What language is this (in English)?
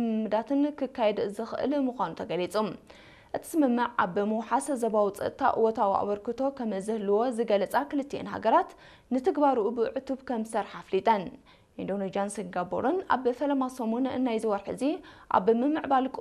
Tigrinya